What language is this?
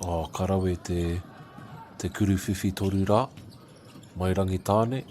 Māori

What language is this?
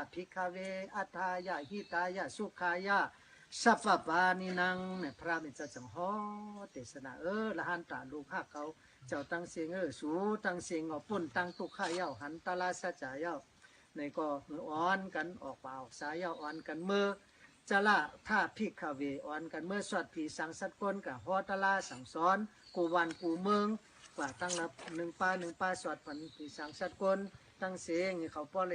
Shan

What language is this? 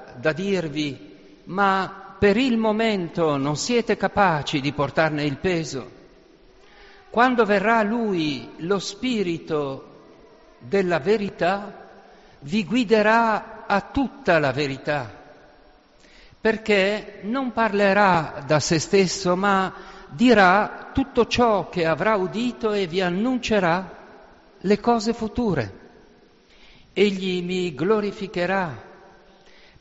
Italian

